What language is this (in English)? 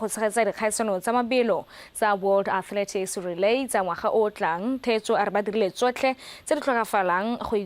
Tswana